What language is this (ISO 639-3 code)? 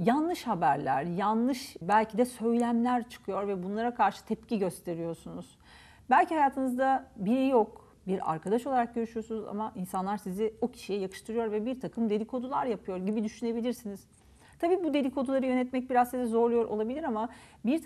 tur